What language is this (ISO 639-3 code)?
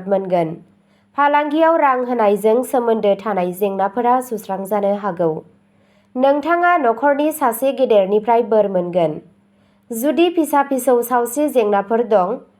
brx